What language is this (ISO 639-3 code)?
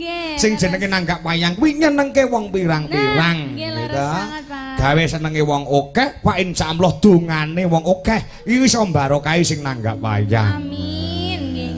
jav